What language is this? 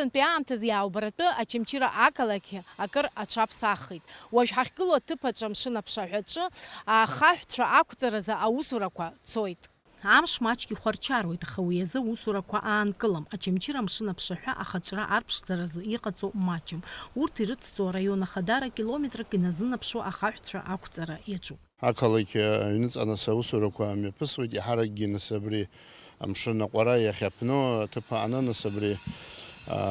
Abkhazian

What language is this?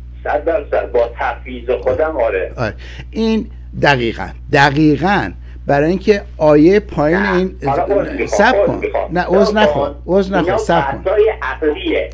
Persian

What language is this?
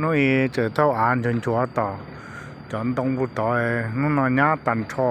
Hmong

